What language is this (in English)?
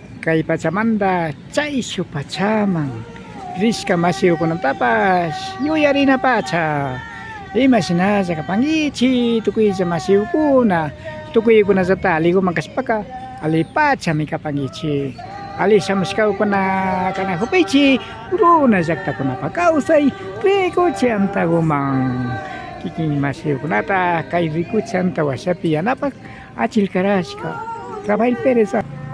Imbabura Highland Quichua